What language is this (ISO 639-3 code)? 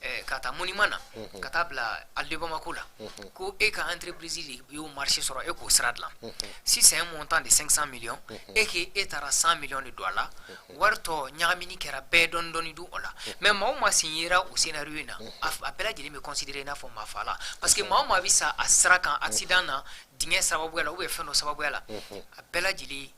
bam